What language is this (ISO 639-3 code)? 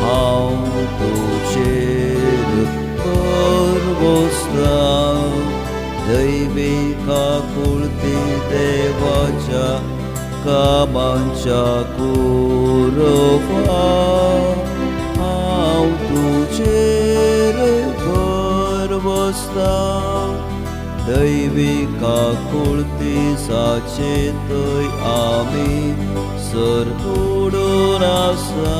kok